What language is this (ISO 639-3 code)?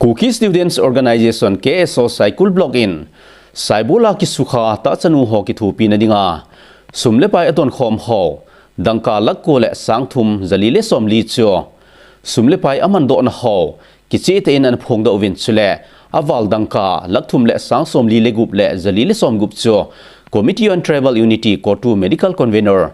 tcz